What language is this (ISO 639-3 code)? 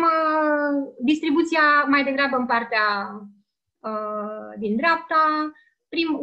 ron